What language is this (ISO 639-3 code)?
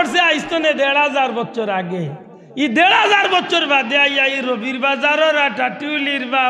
syl